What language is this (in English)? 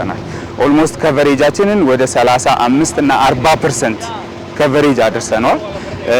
Amharic